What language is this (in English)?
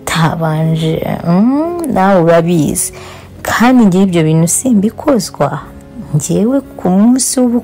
Kinyarwanda